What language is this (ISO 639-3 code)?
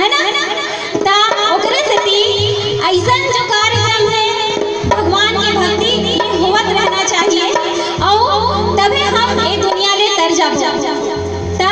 hne